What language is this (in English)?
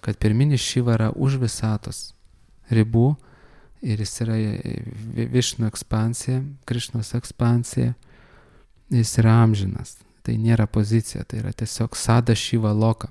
Lithuanian